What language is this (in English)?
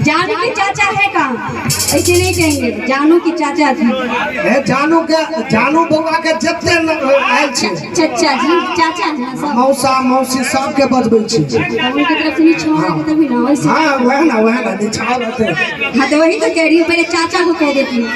Maithili